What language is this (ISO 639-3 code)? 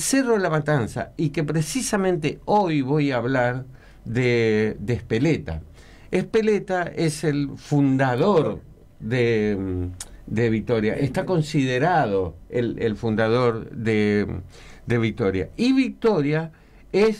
spa